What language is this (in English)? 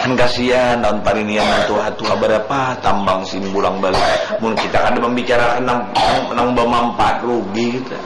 Banjar